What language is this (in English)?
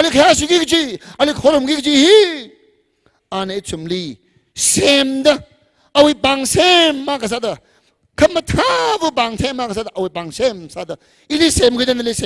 Tangkhul Naga (India)